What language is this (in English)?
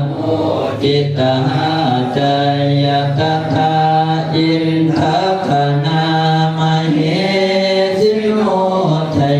Pali